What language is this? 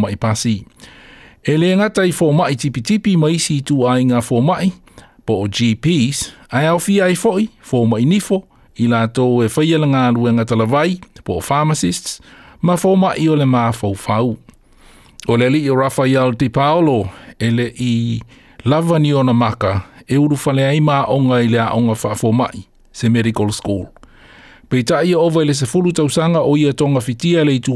Samoan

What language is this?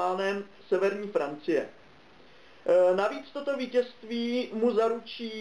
Czech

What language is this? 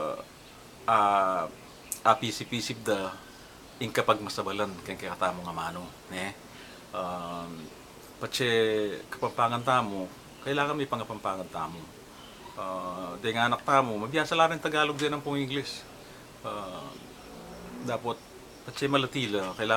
Pampanga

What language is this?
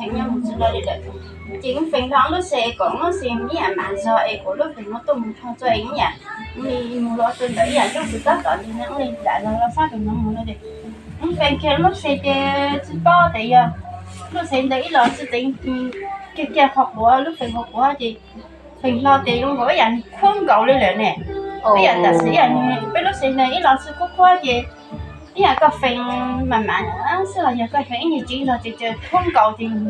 Hmong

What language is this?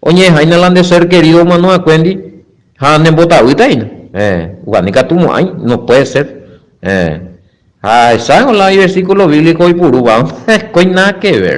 Guarani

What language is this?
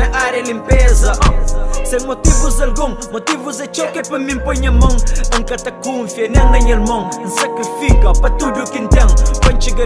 Kabuverdianu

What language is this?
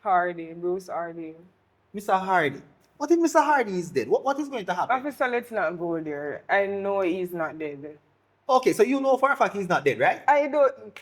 Jamaican Creole English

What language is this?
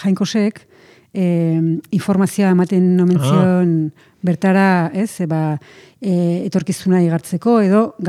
Basque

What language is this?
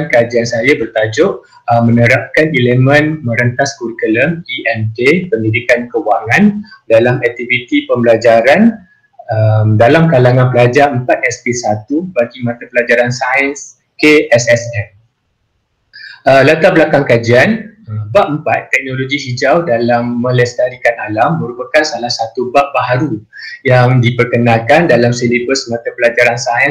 Malay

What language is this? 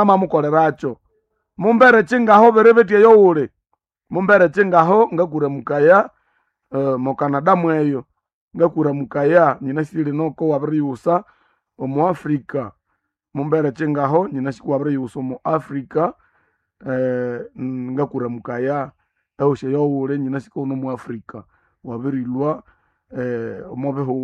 Nande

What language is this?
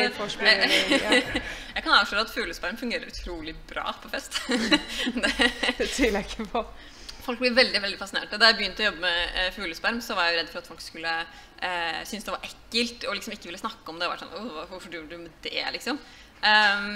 Norwegian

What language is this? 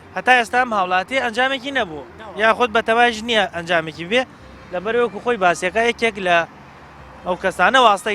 Central Kurdish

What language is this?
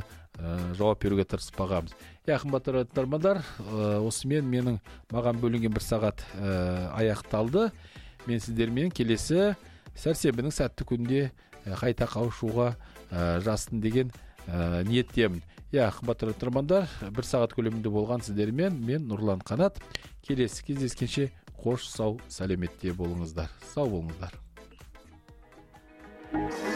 Kazakh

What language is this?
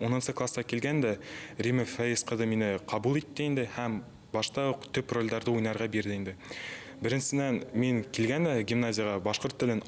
Bashkir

